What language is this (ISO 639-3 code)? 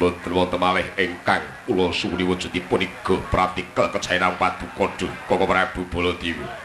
jav